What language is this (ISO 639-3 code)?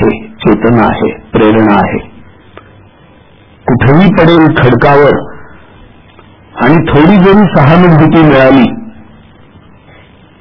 mar